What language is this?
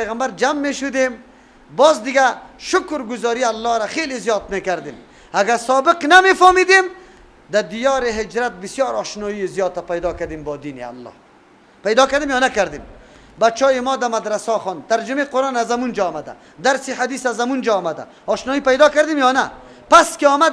Persian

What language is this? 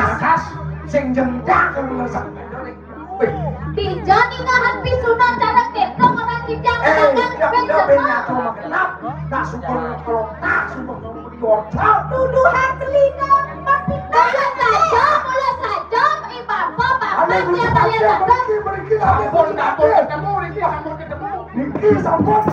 Balinese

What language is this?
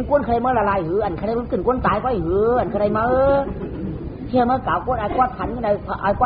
Shan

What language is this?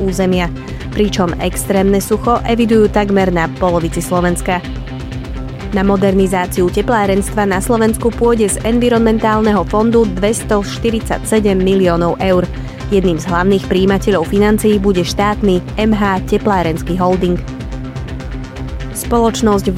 Slovak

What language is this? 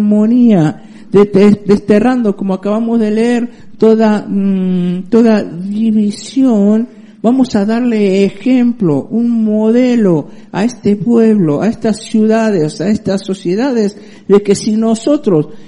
Spanish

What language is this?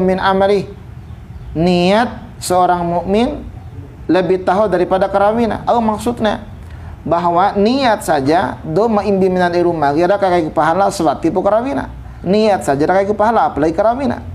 Bima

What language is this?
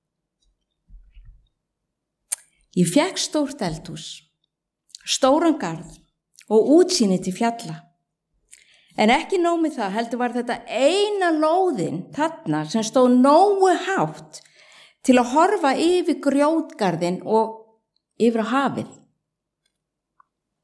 Icelandic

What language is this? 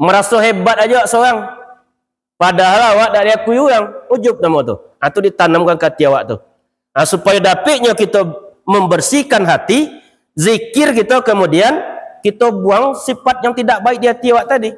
Minangkabau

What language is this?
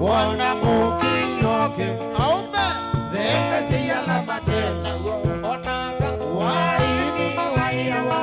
Kamba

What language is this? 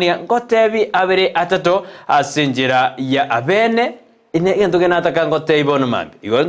Gusii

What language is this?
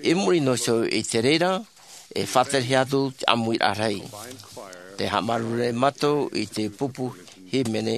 Tahitian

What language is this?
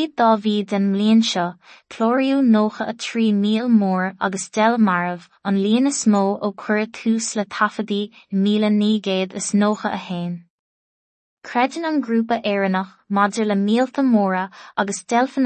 Irish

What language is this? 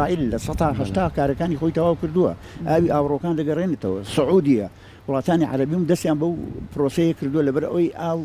Central Kurdish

